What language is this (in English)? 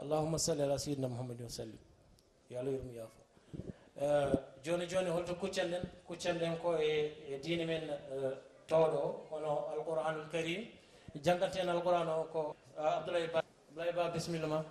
Fula